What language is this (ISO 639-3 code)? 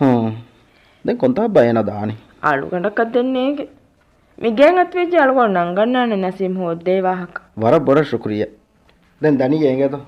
div